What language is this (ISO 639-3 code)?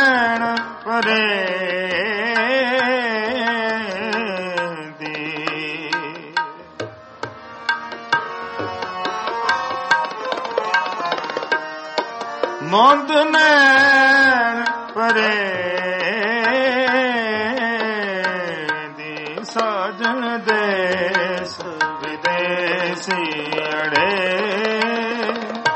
pan